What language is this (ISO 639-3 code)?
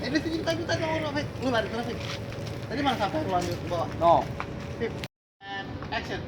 bew